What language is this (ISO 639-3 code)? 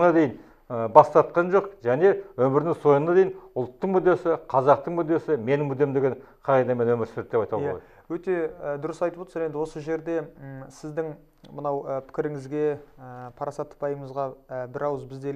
kaz